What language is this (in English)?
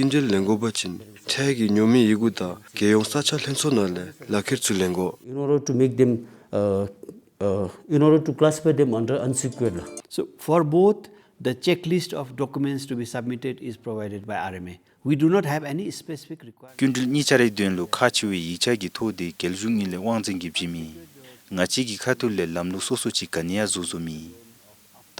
Dzongkha